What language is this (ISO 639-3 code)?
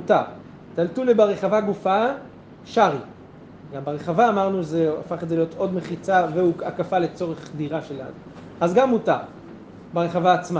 heb